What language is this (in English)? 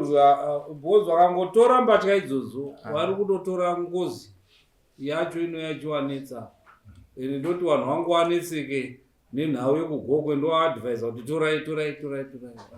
Shona